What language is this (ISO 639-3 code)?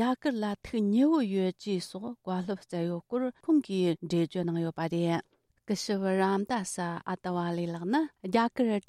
bod